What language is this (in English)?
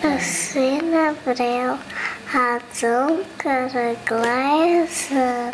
Western Frisian